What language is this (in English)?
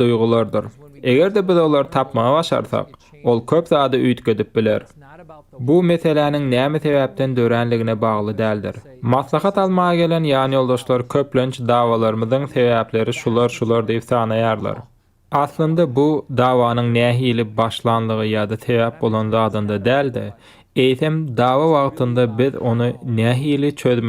Turkmen